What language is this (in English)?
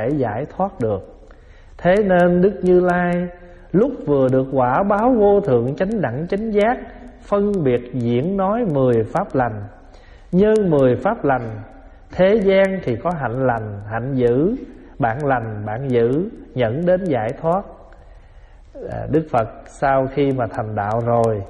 Vietnamese